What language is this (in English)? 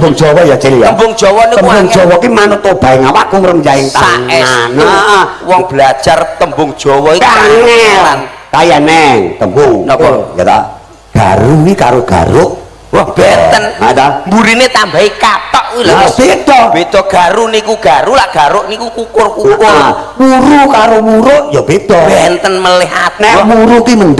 Javanese